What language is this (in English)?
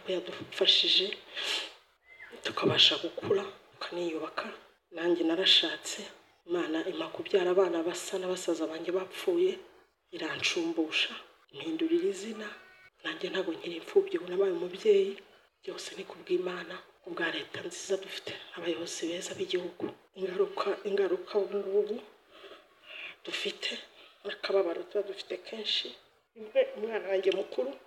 Kinyarwanda